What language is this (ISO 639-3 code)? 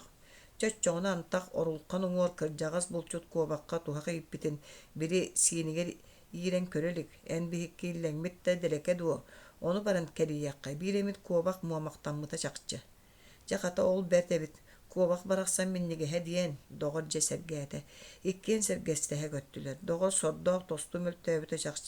sah